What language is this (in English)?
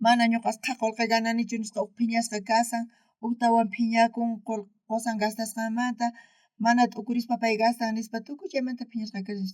South Bolivian Quechua